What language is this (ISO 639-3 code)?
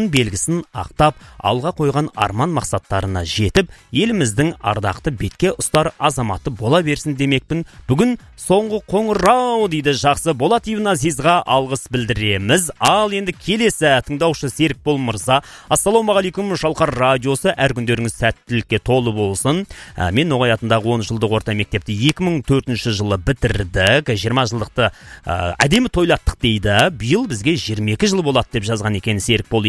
kaz